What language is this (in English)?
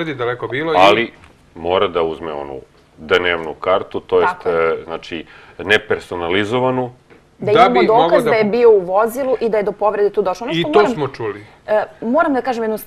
Serbian